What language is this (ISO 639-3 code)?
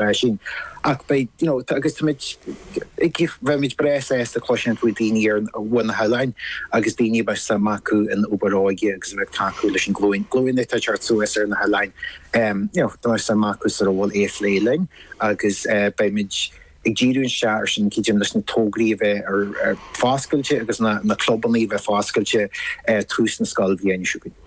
gle